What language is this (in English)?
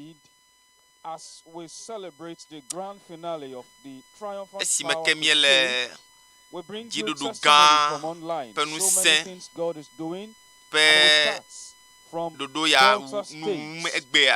Ewe